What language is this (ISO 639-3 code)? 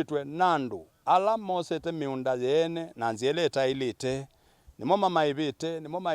kam